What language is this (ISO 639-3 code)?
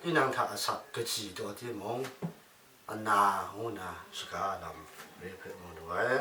kac